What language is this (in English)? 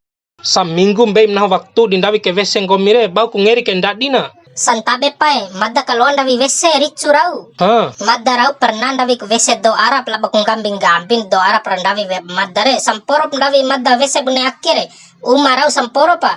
Bima